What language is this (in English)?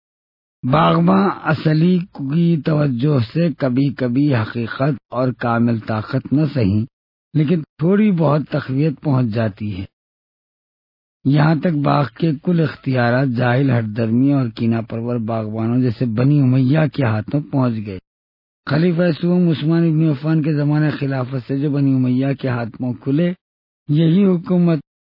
Urdu